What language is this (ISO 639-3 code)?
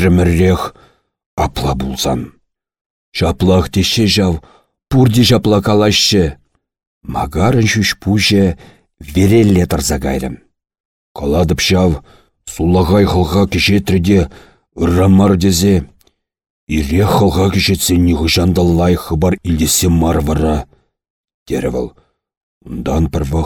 chv